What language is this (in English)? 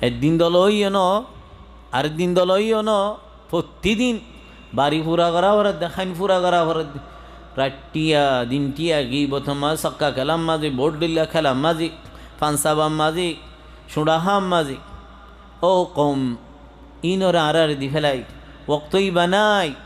Rohingya